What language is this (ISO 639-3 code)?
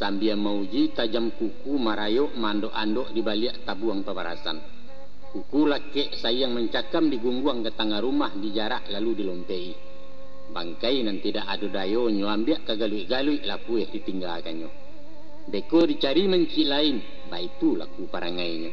min